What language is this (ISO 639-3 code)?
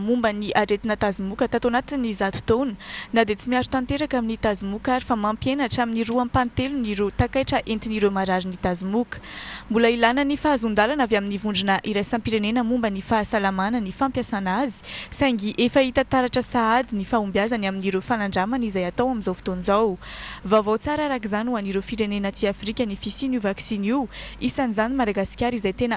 mlg